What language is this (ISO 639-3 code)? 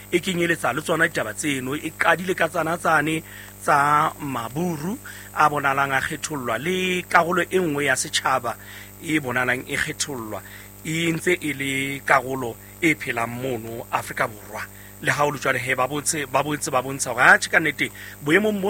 sot